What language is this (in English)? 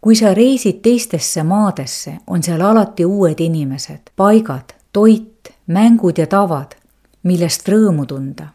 Estonian